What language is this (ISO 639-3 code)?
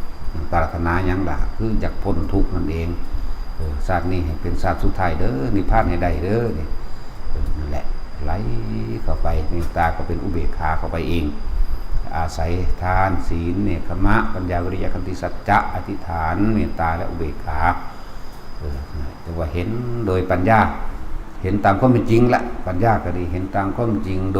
tts